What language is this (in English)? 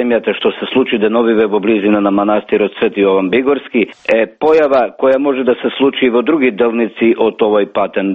Macedonian